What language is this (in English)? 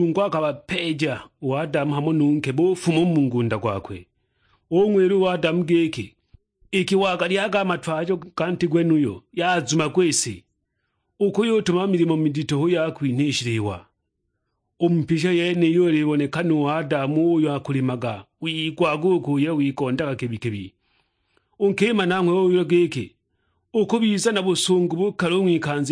Sukuma